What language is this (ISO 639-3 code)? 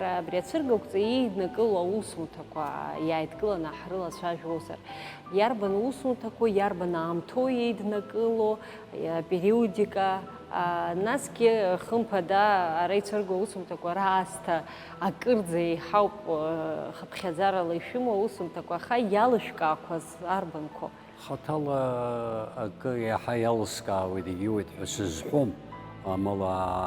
abk